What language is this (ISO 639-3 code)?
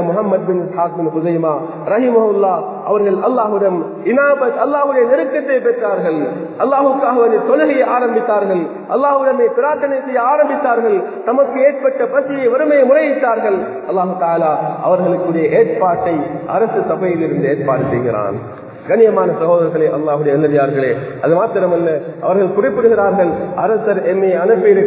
tam